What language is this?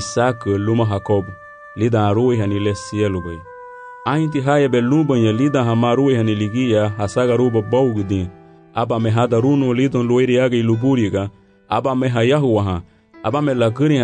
Garifuna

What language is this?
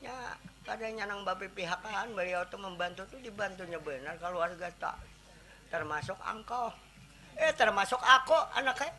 Banjar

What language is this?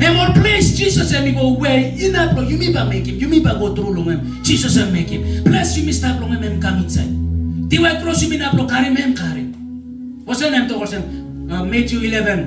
Tok Pisin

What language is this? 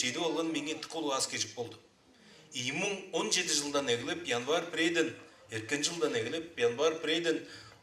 Tuvinian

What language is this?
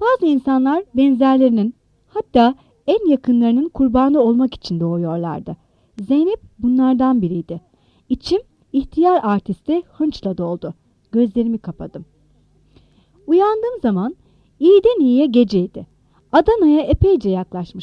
Turkish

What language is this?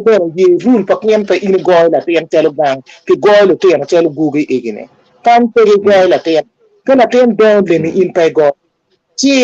Acoli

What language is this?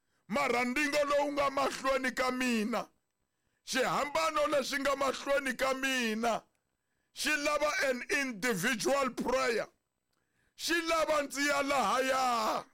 Tsonga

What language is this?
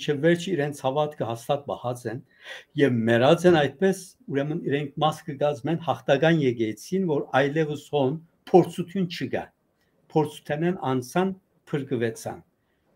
Western Armenian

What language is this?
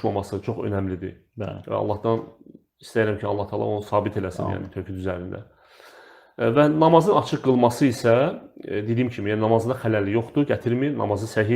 Azerbaijani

